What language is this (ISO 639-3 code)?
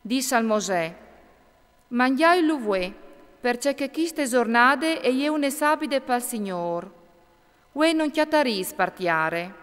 fur